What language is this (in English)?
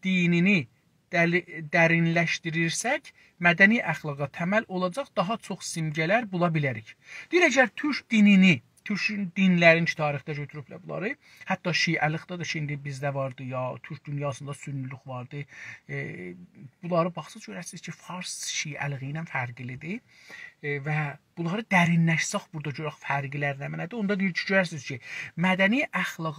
South Azerbaijani